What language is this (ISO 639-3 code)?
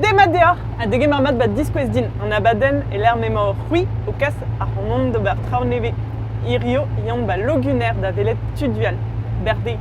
bre